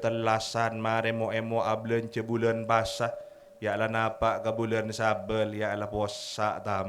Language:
Madurese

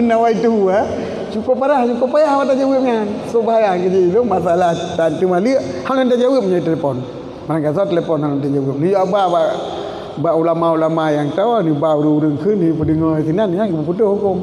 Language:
Achinese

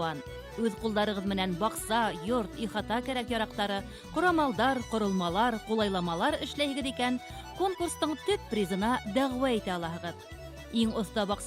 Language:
Bashkir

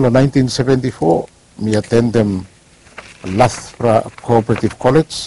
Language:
Bislama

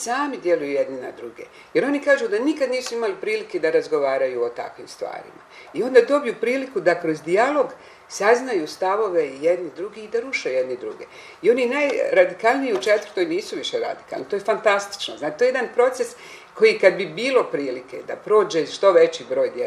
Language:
Bosnian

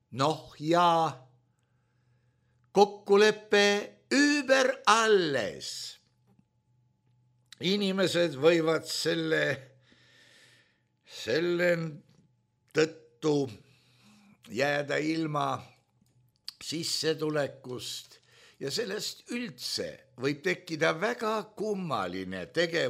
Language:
Estonian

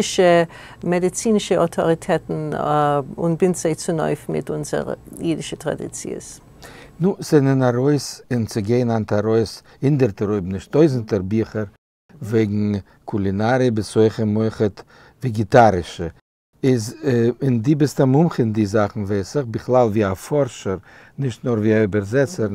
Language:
Yiddish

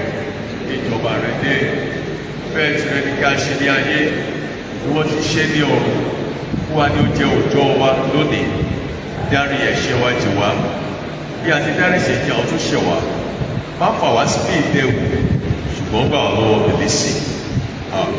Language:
Yoruba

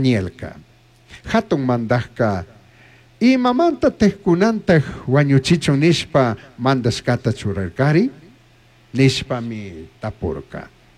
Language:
Chimborazo Highland Quichua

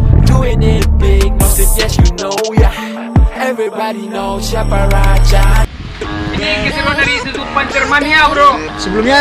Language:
Indonesian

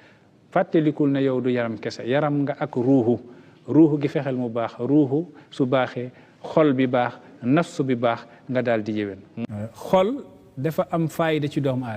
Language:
Wolof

